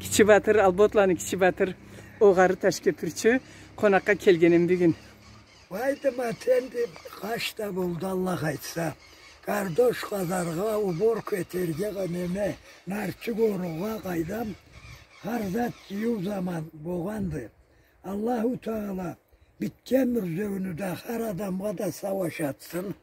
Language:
Karachay-Balkar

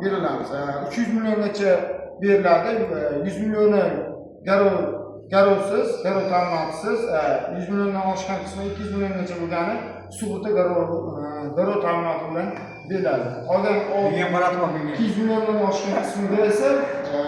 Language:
Uzbek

